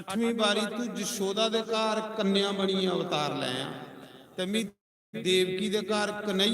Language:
Dogri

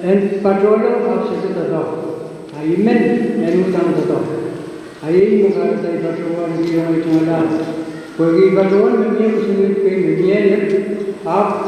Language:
Pohnpeian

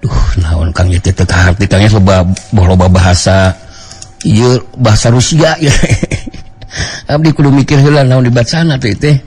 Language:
Sundanese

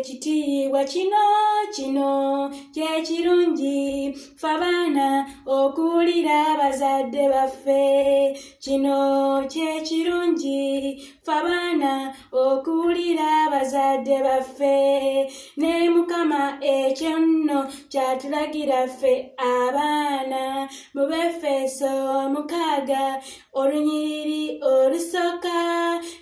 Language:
Ganda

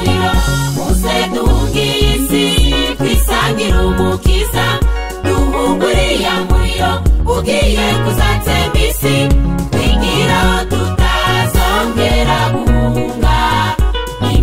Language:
Kinyarwanda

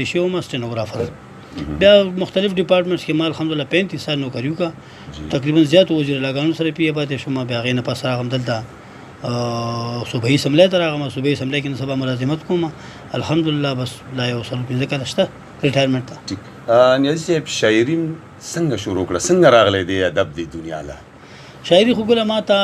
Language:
Pashto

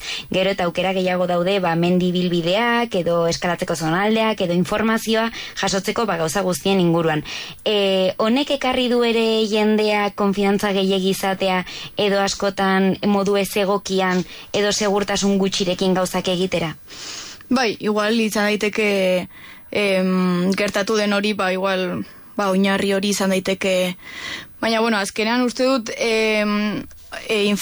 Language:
Basque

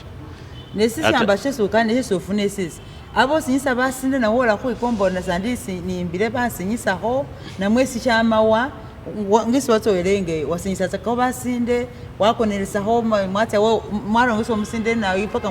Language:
Masaaba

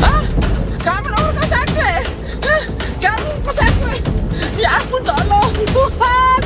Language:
Musi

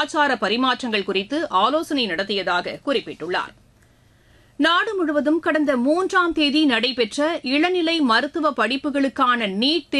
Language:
Tamil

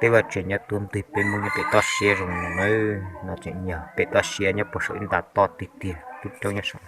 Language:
Hmong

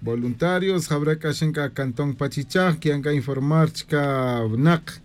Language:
Tz'utujil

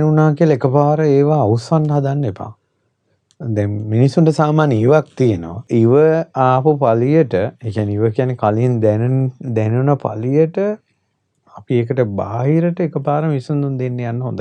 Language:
Sinhala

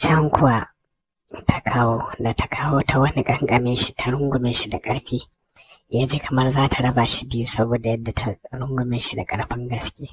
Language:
Hausa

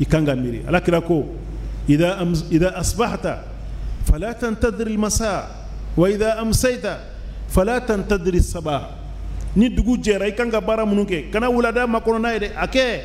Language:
Bambara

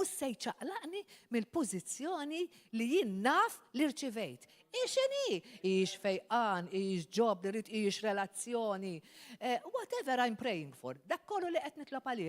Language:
Maltese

